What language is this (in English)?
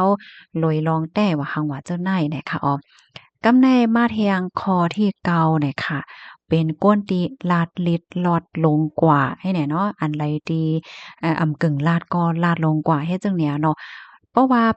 Shan